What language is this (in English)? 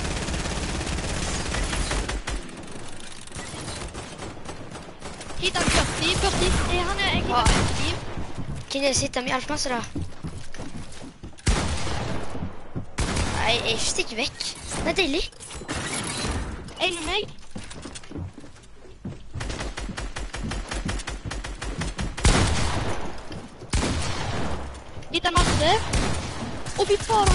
Norwegian